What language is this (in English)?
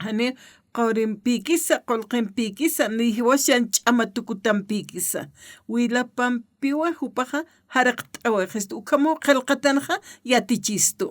Aymara